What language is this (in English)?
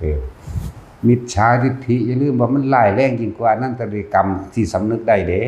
Northeastern Thai